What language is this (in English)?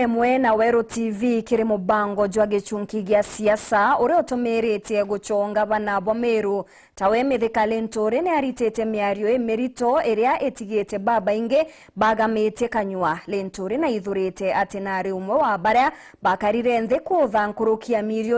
Meru